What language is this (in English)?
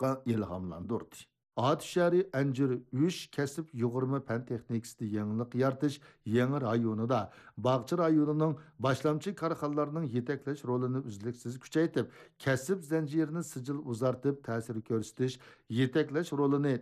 Uyghur